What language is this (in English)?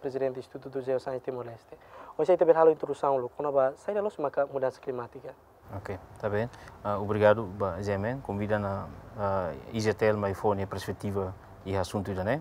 Tetum